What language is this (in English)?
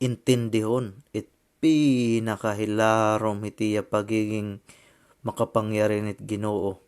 Waray